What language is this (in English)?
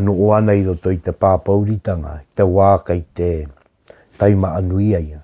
Māori